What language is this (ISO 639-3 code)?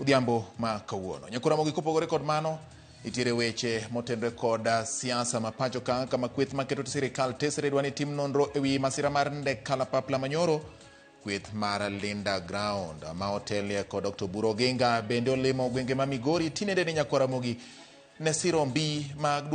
luo